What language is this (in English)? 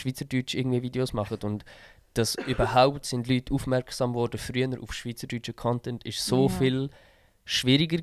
Swiss German